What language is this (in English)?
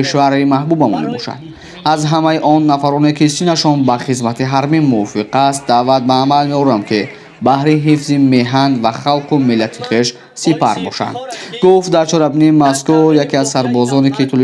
Tajik